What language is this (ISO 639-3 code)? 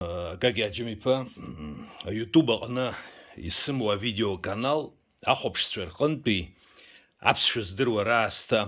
abk